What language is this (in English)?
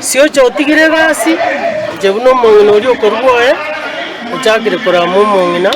Gusii